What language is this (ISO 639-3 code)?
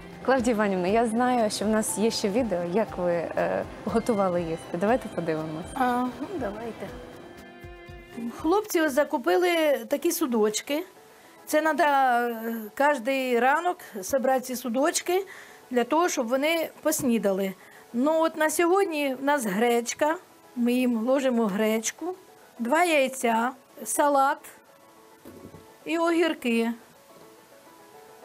ukr